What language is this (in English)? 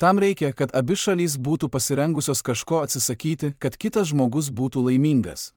Lithuanian